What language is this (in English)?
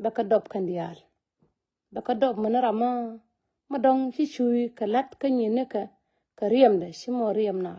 Nuer